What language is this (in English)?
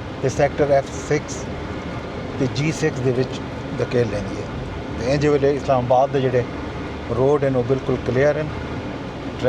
Saraiki